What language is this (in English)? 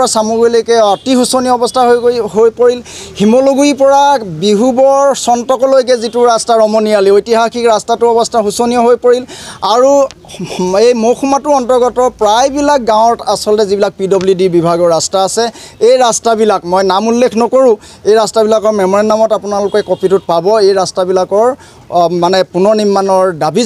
Assamese